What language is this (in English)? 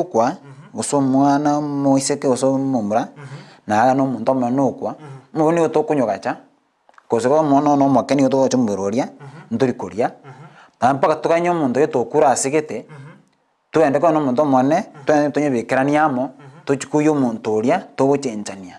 Gusii